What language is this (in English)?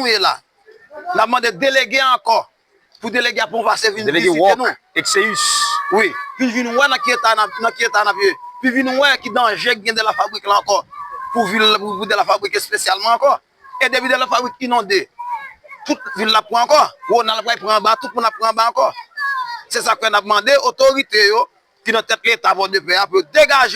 Haitian Creole